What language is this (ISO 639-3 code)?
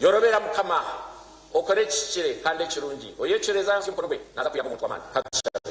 nyn